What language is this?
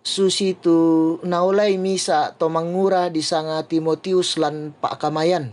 Toraja-Sa'dan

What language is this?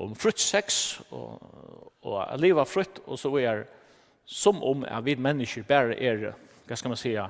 Faroese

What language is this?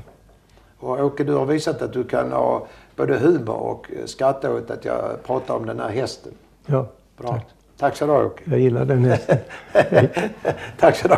Swedish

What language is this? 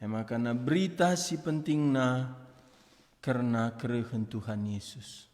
Batak Karo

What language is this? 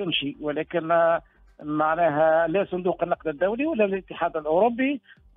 Tunisian Arabic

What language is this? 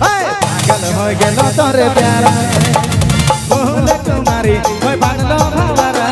Sadri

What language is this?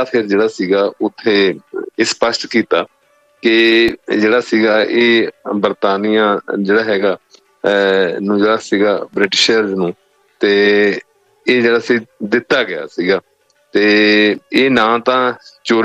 Punjabi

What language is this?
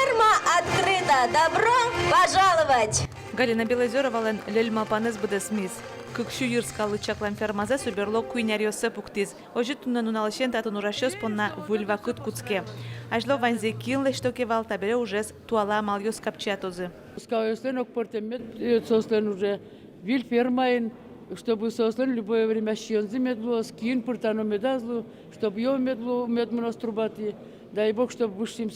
Udmurt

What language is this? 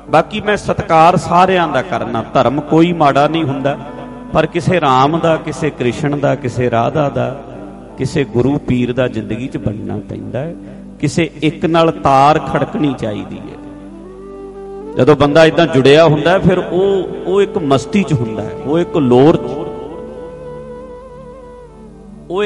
Punjabi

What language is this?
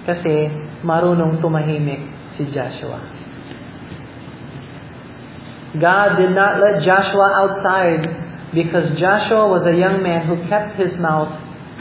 Filipino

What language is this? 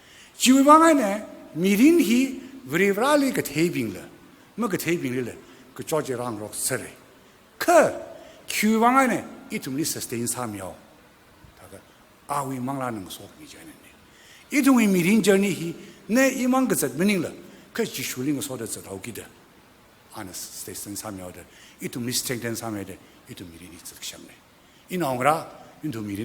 Tangkhul Naga (India)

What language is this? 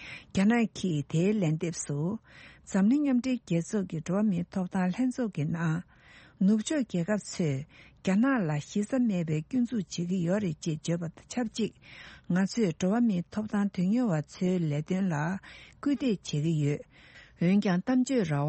Tibetan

